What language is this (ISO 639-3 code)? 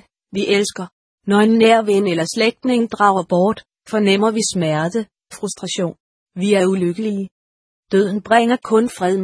dan